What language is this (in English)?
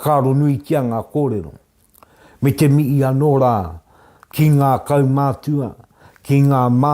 Māori